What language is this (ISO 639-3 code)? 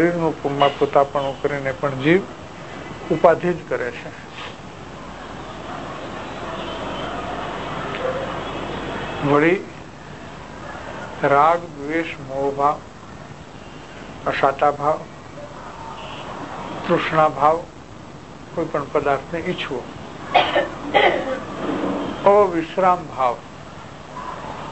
guj